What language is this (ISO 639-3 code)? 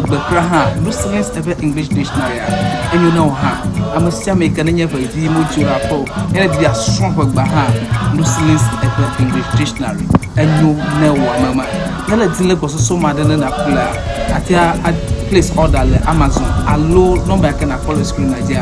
ewe